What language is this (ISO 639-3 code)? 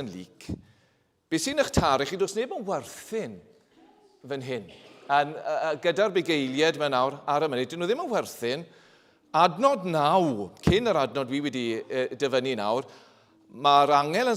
cym